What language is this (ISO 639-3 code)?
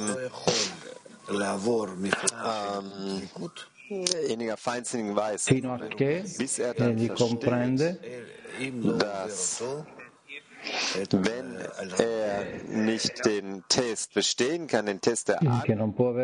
ita